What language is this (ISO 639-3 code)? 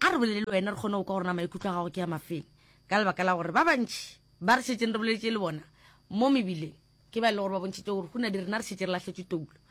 nso